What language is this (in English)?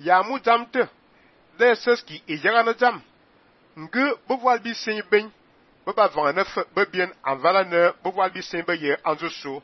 Fang